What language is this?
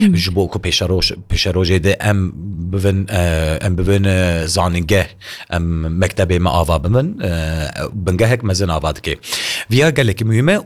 Kurdish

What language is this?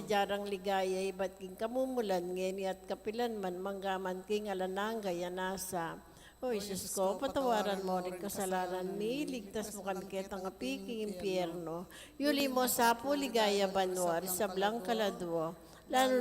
Pampanga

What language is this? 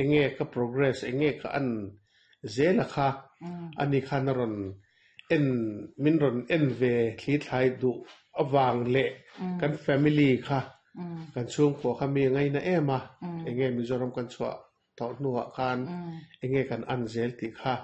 Mizo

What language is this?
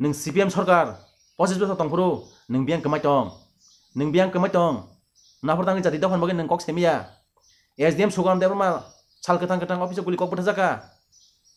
Kok Borok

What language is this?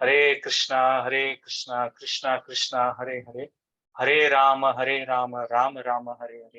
Konkani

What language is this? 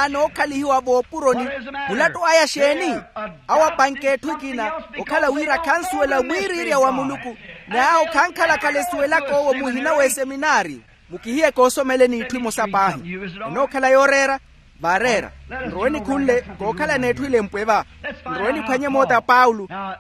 Makhuwa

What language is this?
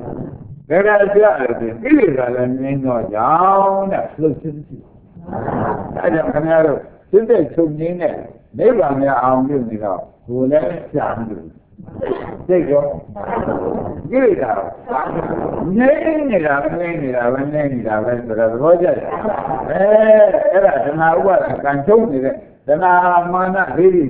Burmese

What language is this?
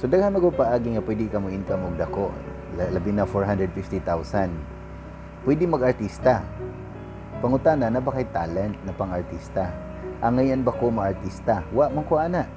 Cebuano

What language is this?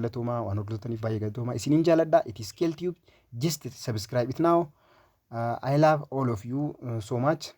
Oromo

